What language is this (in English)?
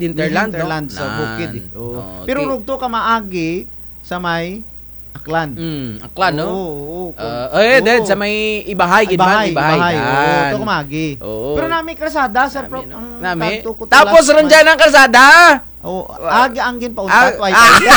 Kinaray-a